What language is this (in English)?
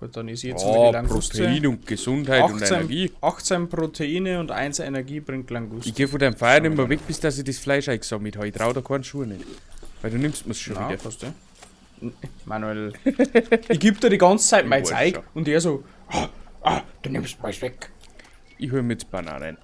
Bavarian